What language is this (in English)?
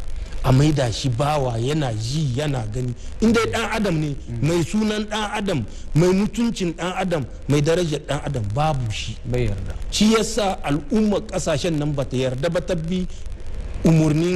Hausa